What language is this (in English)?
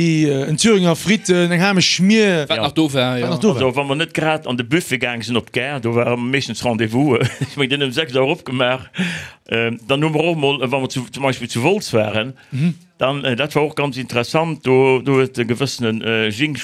Luxembourgish